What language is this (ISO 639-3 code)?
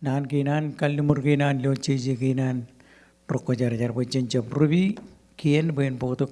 mah